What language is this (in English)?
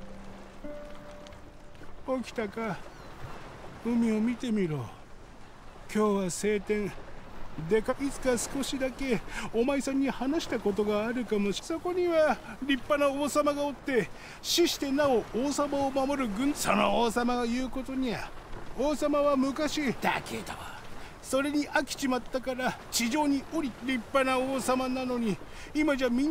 Japanese